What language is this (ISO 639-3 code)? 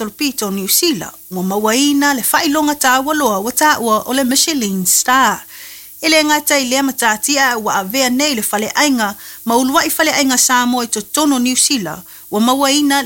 smo